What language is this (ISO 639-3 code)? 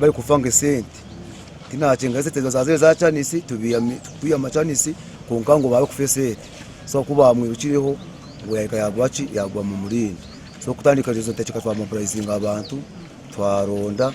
nyn